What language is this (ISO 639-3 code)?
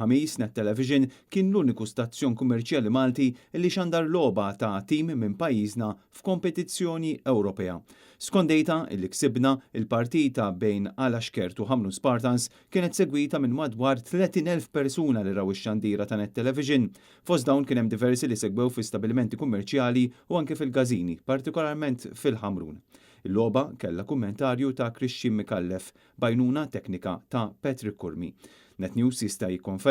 mlt